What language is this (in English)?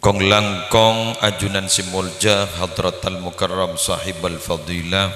Madurese